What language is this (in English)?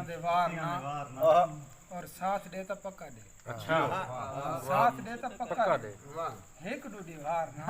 Saraiki